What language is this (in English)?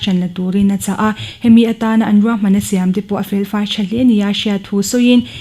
Mizo